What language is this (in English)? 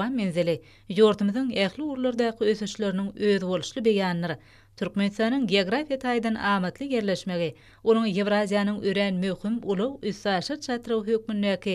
Turkmen